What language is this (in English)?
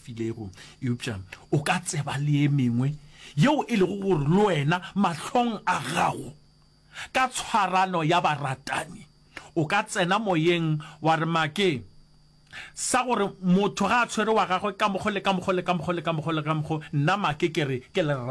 Northern Sotho